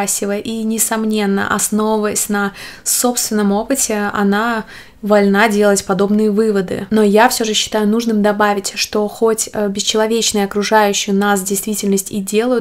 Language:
Russian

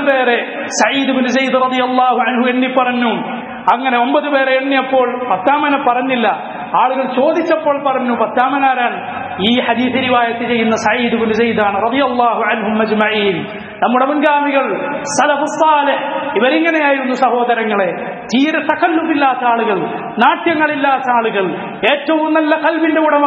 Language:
Malayalam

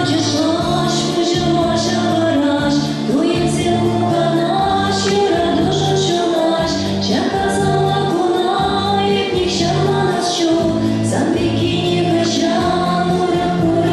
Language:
Chuvash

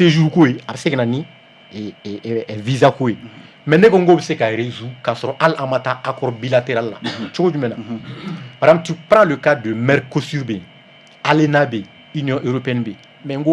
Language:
Bambara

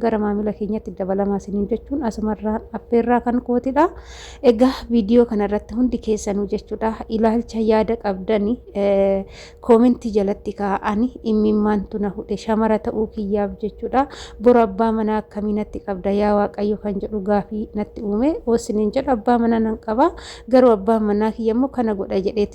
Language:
Oromo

